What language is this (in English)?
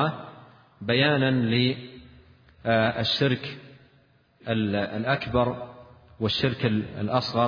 Arabic